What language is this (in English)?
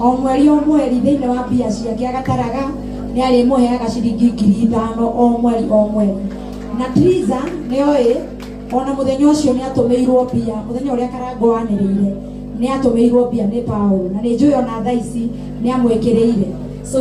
Kikuyu